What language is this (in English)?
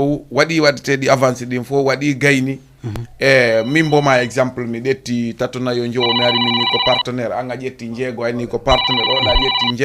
Fula